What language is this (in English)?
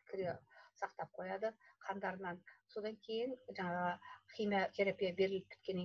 Kazakh